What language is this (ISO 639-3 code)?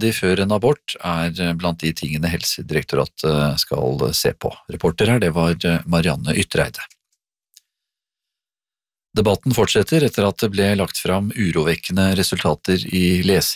nor